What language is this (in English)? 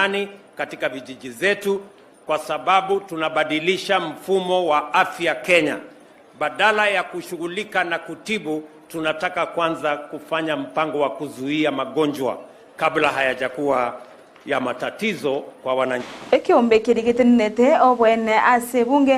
Gusii